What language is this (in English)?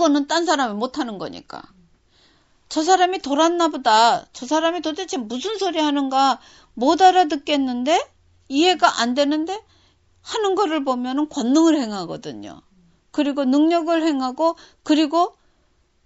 Korean